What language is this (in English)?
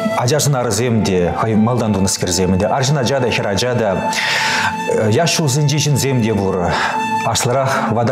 Chuvash